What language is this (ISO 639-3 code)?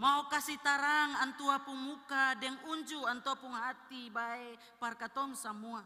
abs